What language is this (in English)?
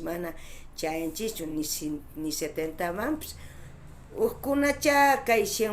South Bolivian Quechua